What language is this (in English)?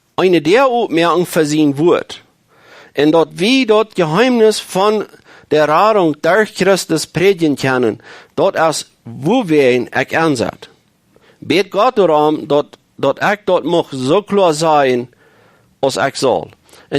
Plautdietsch